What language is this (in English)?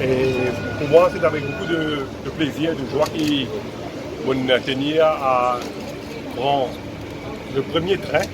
Morisyen